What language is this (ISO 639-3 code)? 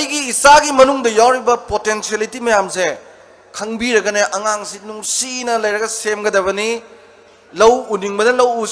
mni